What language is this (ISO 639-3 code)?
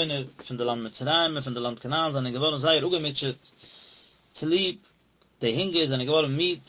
yid